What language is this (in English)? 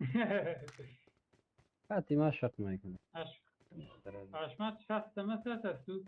Persian